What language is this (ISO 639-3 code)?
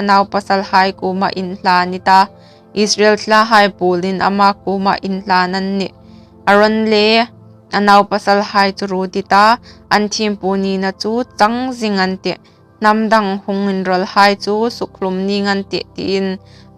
hmr